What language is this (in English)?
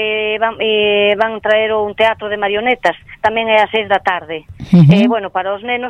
Galician